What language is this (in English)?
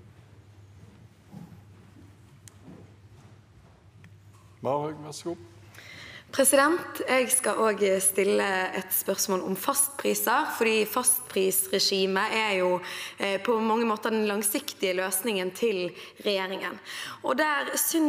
Norwegian